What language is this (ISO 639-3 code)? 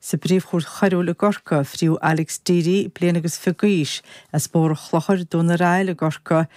gle